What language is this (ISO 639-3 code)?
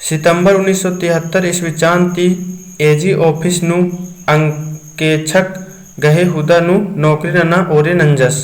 kru